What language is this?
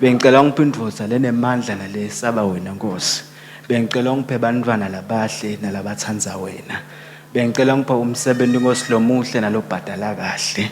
Swati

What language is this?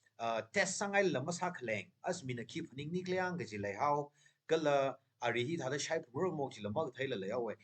Tangkhul Naga (India)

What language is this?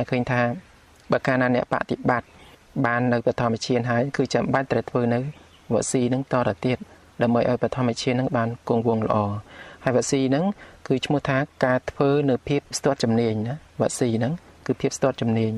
Khmer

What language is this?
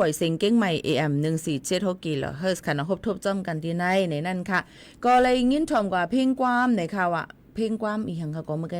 Shan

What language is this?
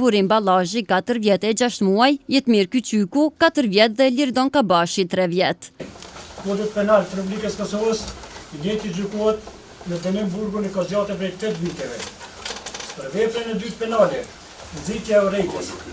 Albanian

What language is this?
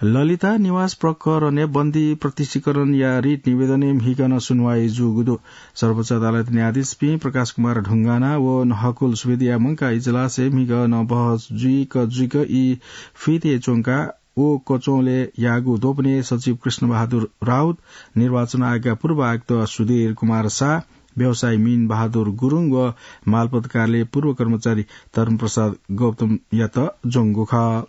Newari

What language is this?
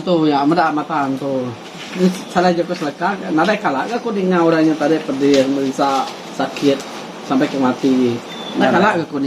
Iban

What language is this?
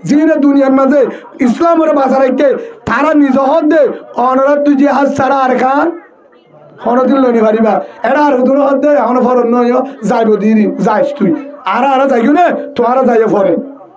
Rohingya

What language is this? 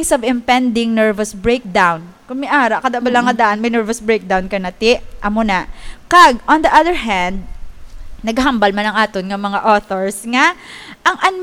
Hiligaynon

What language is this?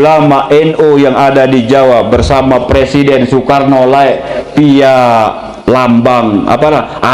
Sasak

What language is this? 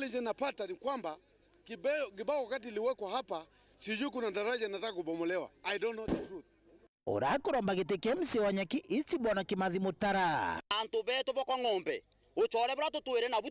Meru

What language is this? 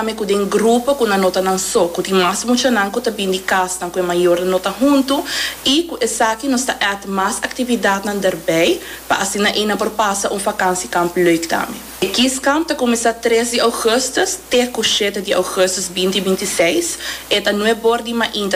Papiamento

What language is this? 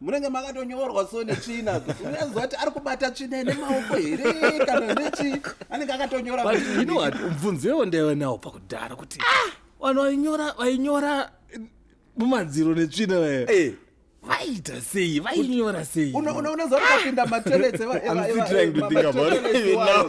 Shona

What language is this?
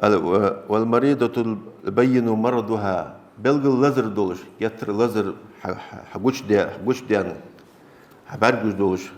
Ingush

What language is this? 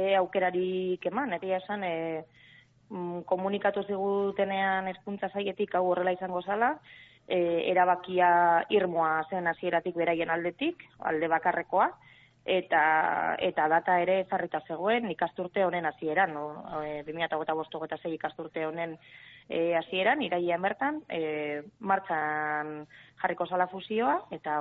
Basque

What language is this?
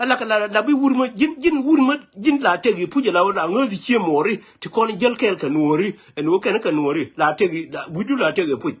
Nuer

